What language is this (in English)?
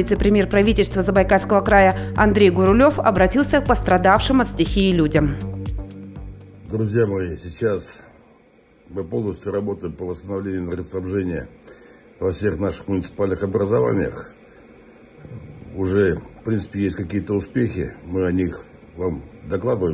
Russian